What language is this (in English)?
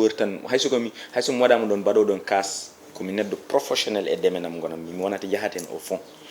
Fula